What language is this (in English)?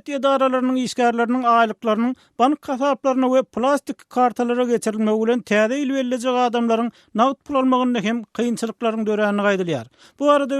Turkmen